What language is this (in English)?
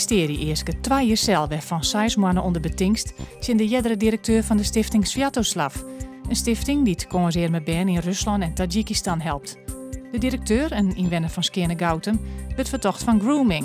Western Frisian